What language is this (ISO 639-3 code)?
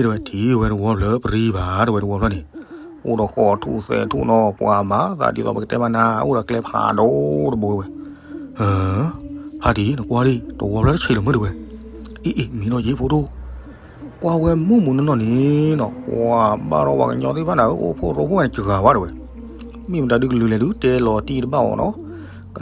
ksw